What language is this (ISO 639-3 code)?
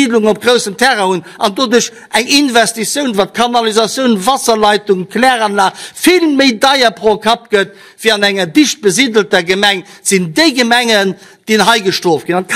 ltz